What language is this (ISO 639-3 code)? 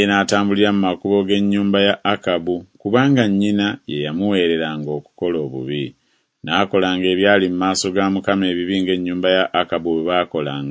lug